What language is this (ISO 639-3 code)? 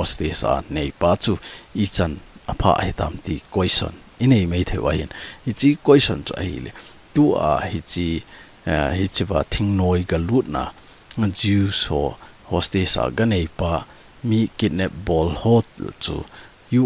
tcz